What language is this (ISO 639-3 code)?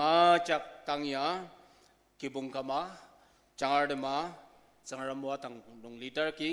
njo